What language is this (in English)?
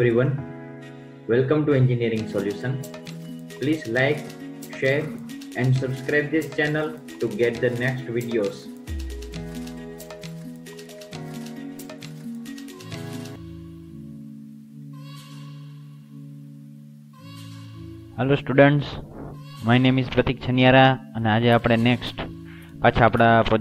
Gujarati